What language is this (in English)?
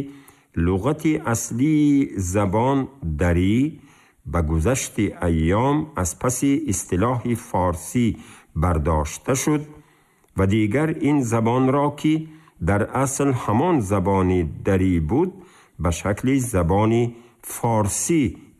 Tajik